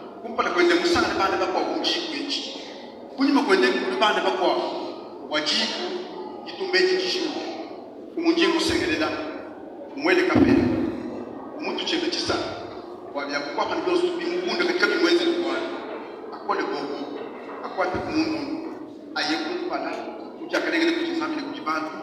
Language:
Luba-Lulua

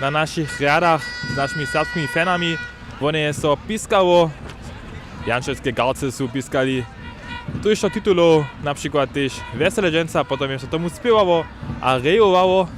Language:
Upper Sorbian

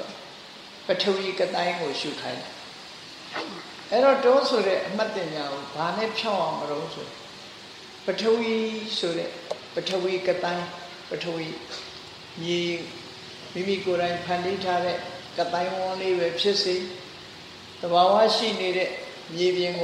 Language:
Burmese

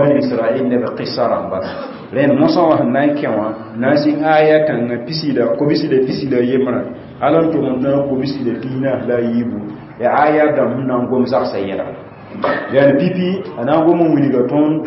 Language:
Mossi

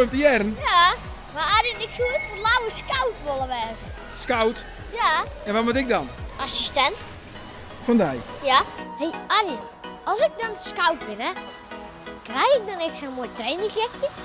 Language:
Western Frisian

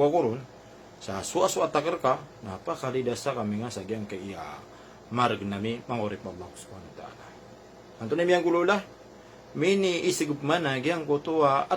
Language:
Maranao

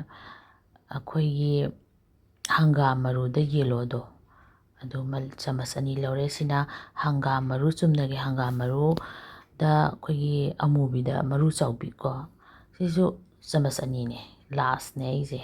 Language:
Manipuri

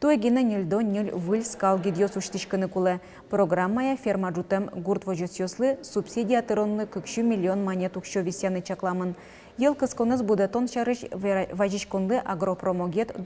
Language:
Udmurt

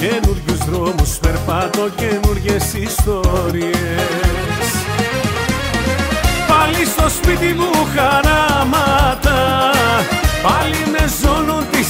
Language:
Greek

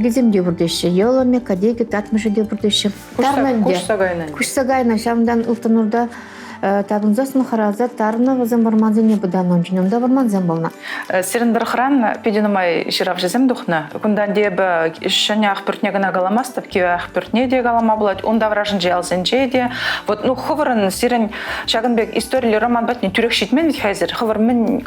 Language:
Chuvash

